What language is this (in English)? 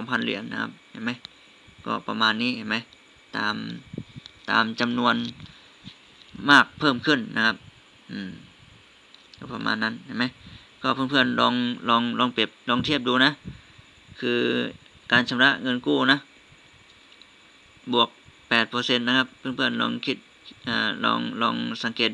Thai